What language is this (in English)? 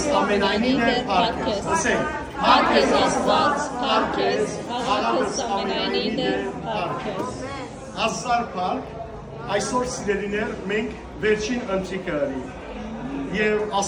Western Armenian